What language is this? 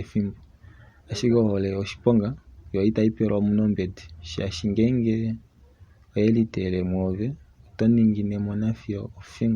Kuanyama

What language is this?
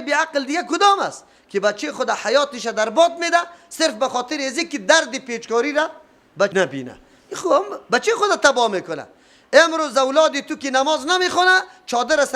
Persian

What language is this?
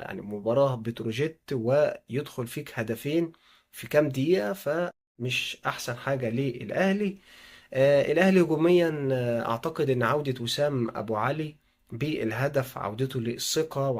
Egyptian Arabic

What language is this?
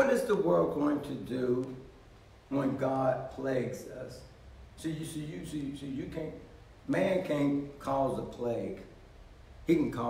English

